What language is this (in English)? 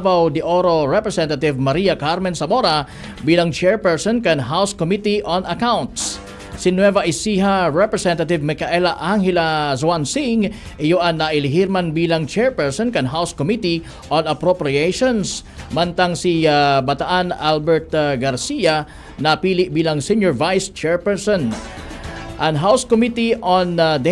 Bikol